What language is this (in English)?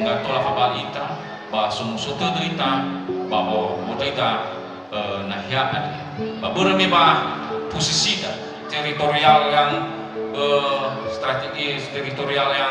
Nias